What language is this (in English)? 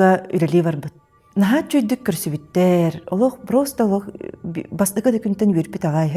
Yakut